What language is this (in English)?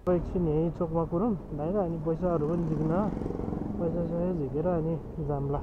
Nepali